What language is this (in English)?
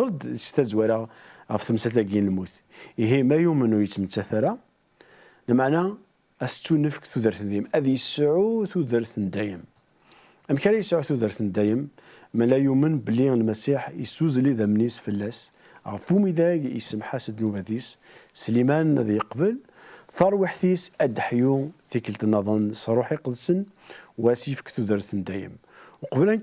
Kabyle